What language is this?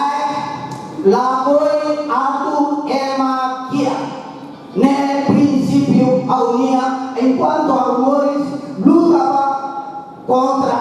Tetum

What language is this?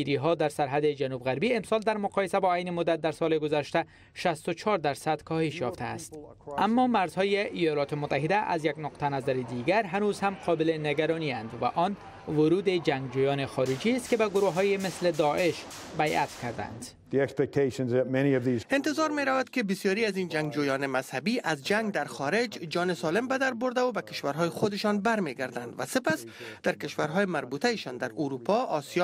Persian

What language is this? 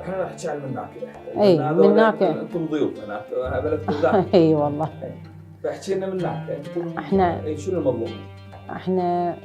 Mesopotamian Arabic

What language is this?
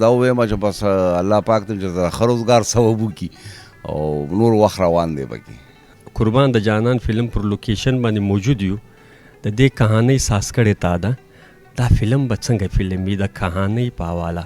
Pashto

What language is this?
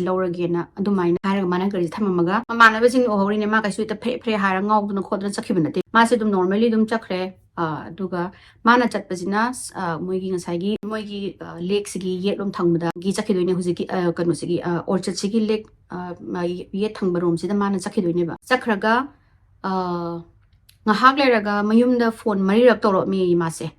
Manipuri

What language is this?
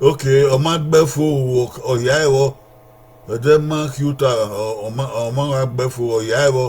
Bini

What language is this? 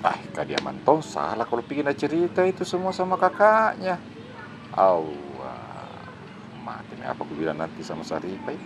Makassar Malay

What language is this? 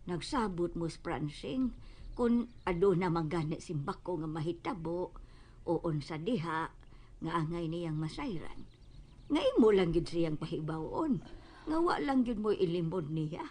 Cebuano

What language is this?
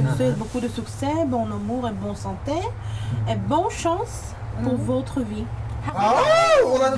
Yakut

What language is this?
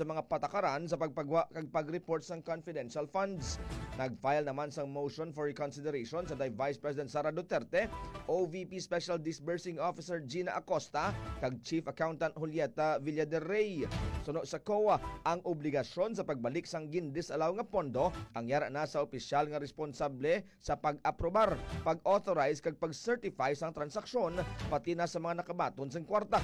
Hiligaynon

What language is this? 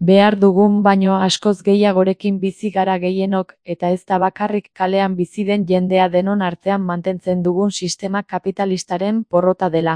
Basque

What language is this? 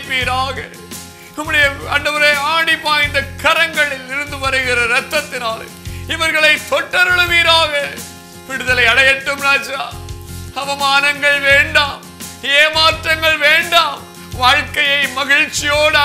Tamil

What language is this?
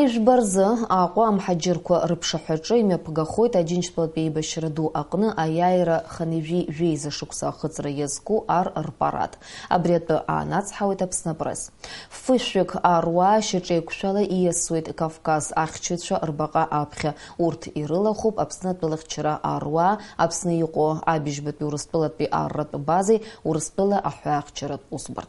Abkhazian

